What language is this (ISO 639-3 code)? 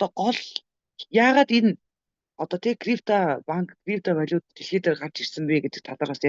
mon